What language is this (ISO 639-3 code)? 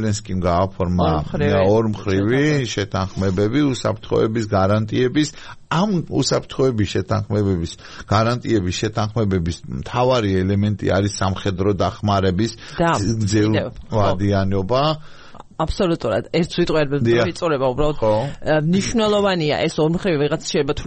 kat